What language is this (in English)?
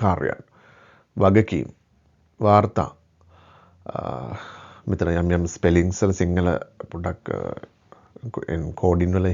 Sinhala